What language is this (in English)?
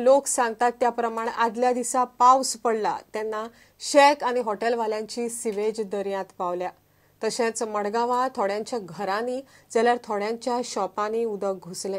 Konkani